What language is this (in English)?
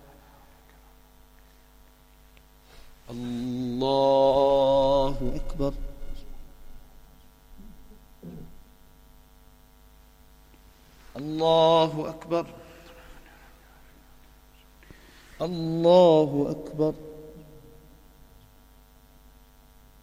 Arabic